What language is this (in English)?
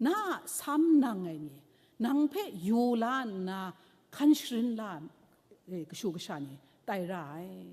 Kachin